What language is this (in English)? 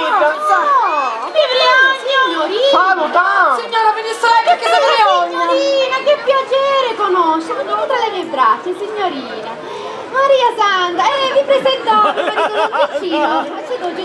Sicilian